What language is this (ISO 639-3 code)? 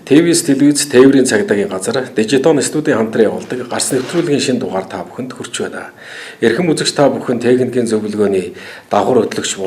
mon